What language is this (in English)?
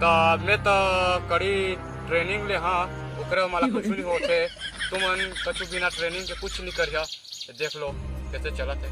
Chhattisgarhi